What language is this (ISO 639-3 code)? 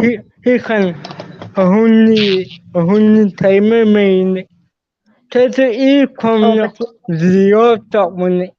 hmr